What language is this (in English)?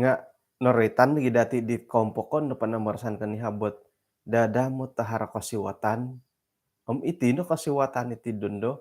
Central Dusun